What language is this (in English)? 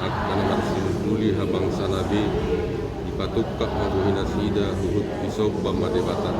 Batak Toba